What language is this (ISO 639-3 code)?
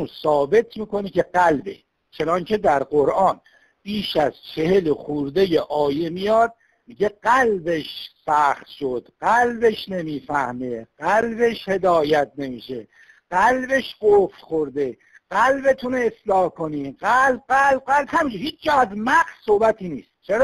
fas